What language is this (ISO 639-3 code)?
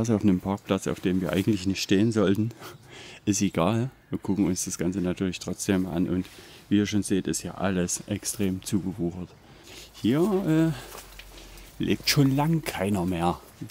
deu